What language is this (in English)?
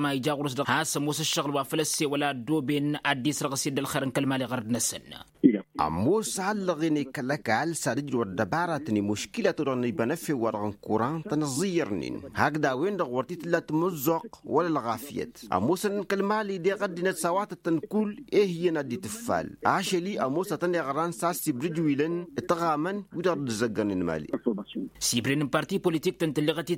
Tamasheq